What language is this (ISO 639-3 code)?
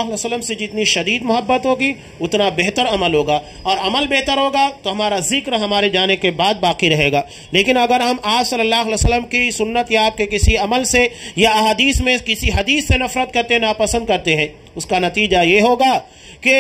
urd